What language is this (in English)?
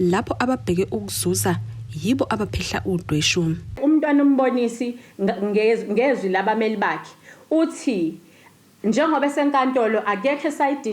Zulu